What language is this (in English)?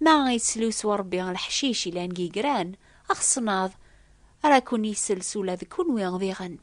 Kabyle